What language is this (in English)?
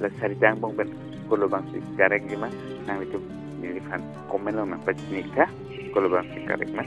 Karbi